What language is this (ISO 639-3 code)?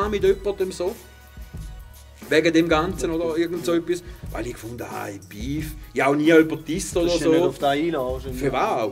deu